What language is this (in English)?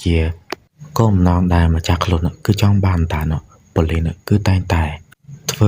Khmer